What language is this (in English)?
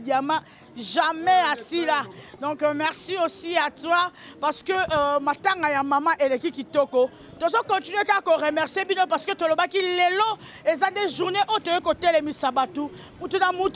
Lingala